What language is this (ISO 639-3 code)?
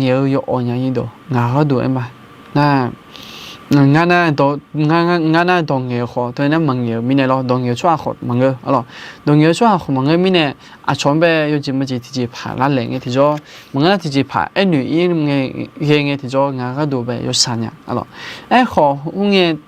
ahk